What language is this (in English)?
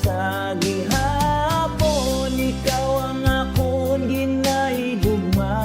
Hiligaynon